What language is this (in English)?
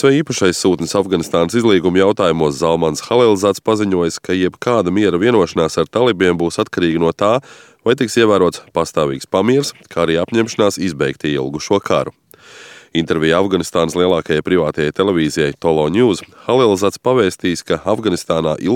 Latvian